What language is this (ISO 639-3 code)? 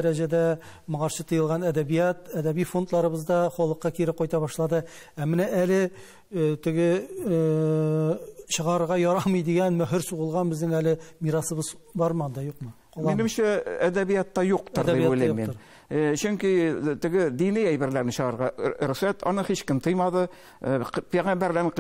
tat